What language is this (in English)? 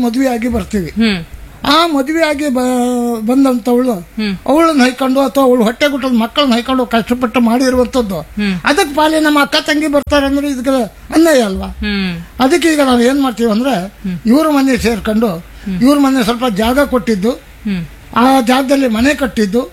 Kannada